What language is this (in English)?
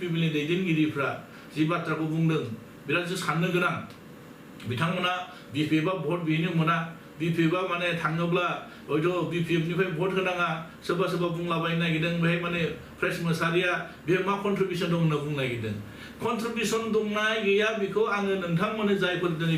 Bodo